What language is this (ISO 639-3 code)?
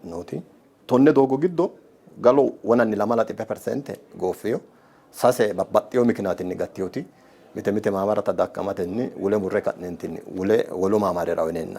sid